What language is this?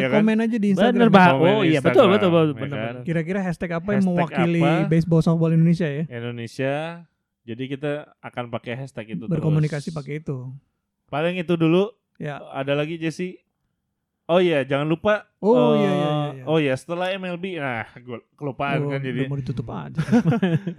Indonesian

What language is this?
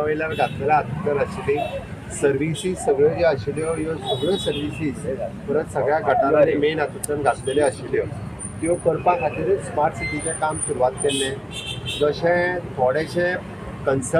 Konkani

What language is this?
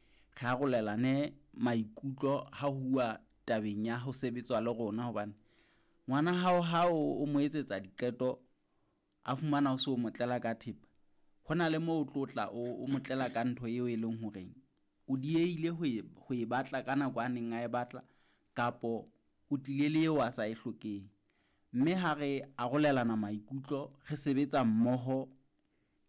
Southern Sotho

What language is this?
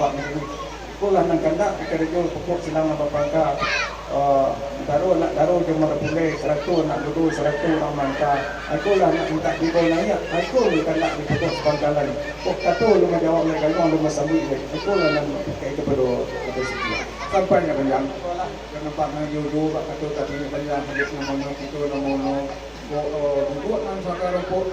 Minangkabau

